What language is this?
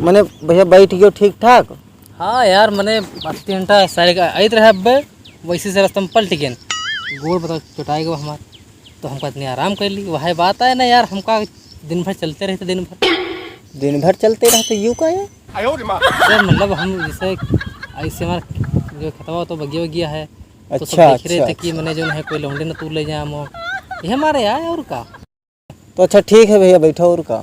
Awadhi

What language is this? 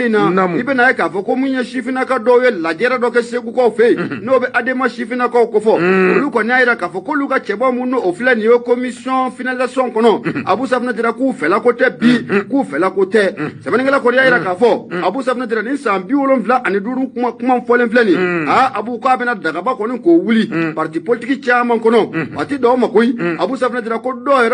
Bambara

